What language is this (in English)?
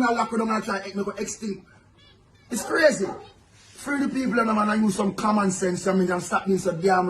Jamaican Creole English